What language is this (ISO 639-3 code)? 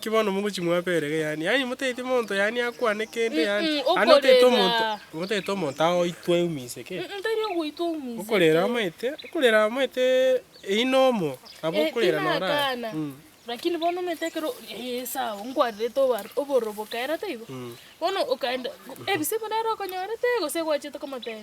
guz